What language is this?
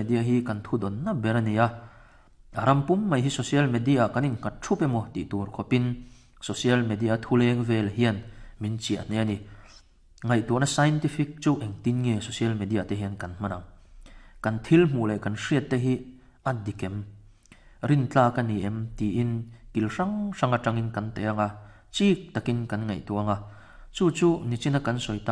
Mizo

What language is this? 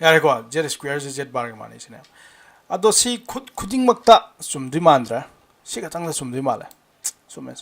Manipuri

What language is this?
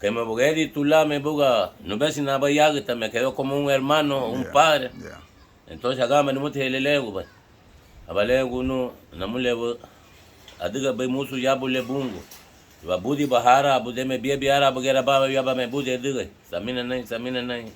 Garifuna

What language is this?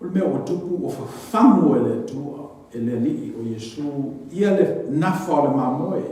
Samoan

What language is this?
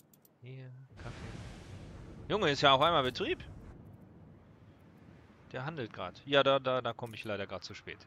German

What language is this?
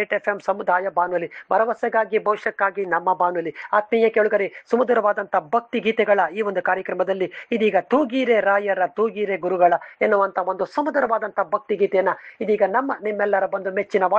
Kannada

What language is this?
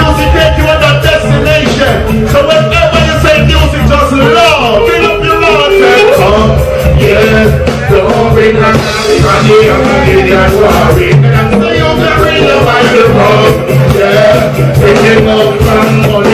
Jamaican Creole English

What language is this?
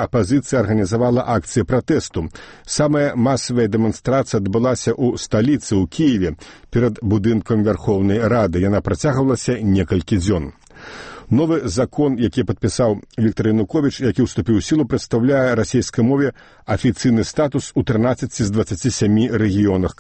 Belarusian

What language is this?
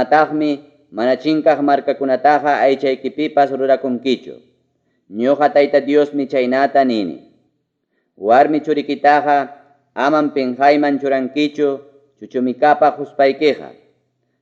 Ayacucho Quechua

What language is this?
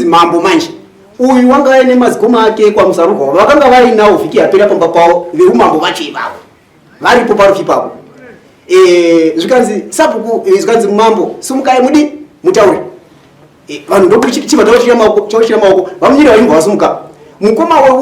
Shona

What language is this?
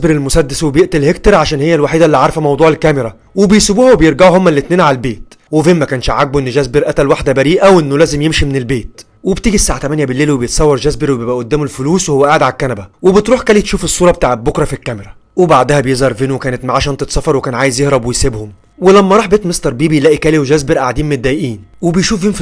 Egyptian Arabic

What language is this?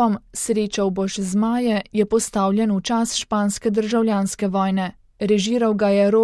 Slovenian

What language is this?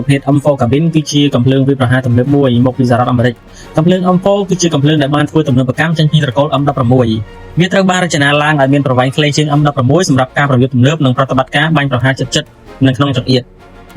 Khmer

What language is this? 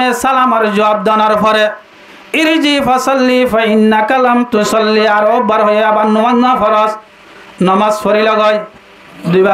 Rohingya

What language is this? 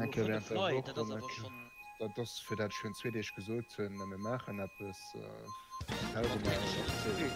Luxembourgish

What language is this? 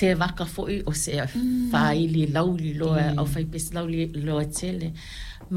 Samoan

